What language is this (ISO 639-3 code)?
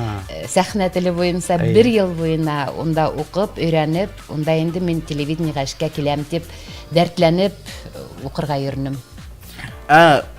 bak